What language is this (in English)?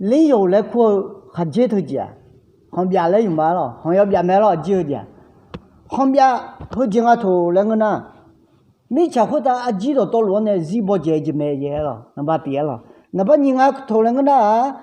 Akha